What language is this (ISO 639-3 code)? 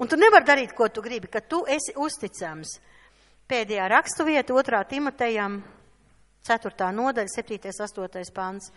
lav